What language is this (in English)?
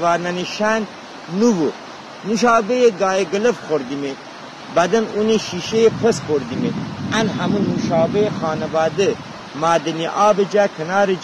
Gilaki